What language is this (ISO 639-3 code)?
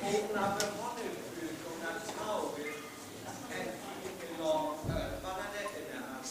frr